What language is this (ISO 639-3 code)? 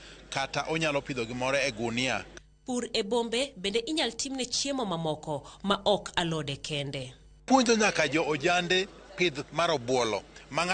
luo